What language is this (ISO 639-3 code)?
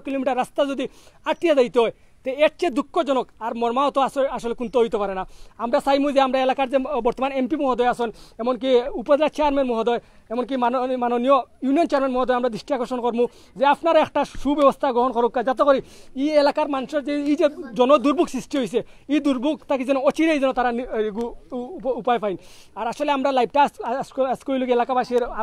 syl